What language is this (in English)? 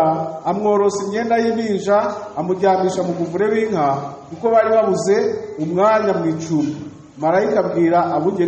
Kinyarwanda